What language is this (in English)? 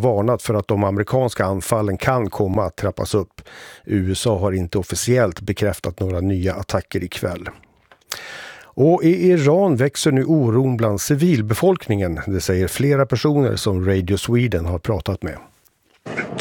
Swedish